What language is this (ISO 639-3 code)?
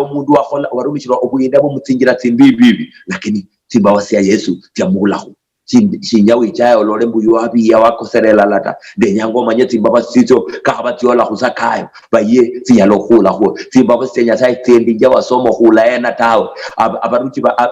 luy